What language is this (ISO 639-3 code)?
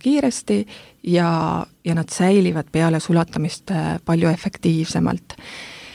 est